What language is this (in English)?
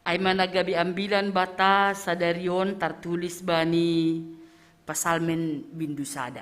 Batak Simalungun